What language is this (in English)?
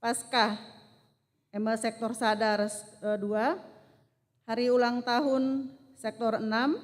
Batak Karo